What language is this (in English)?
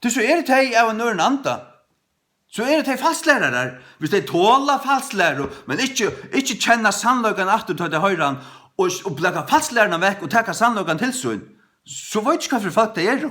Faroese